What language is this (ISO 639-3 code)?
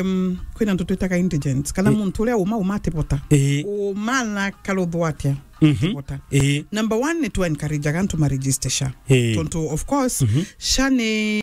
mer